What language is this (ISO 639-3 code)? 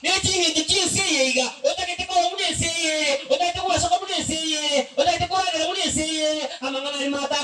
guz